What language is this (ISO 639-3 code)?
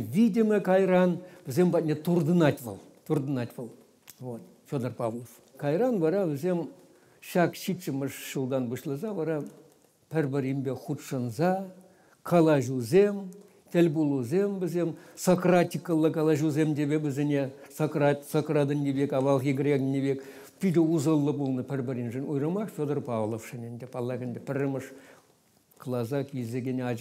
chv